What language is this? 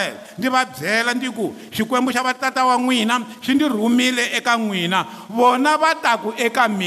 Tsonga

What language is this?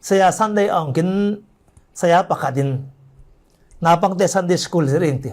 Falam Chin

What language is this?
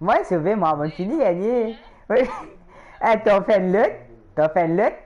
Morisyen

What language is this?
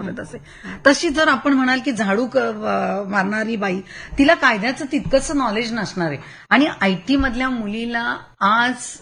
Marathi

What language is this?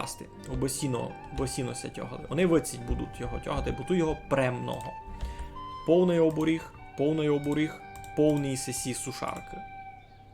Rusyn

